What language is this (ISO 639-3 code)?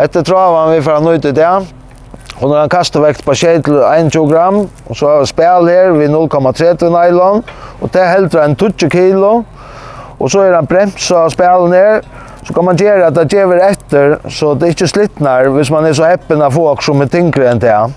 fao